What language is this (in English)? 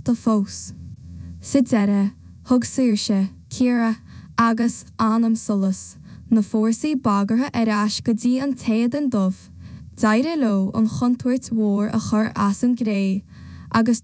Irish